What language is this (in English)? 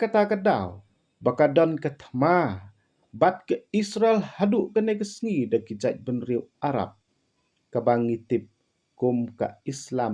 Khasi